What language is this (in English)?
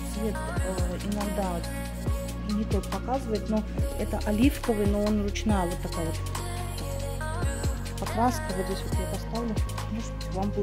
Russian